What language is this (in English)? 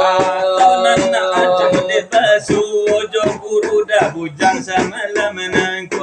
Minangkabau